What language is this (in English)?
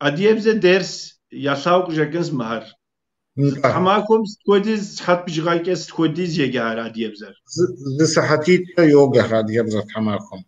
Kabardian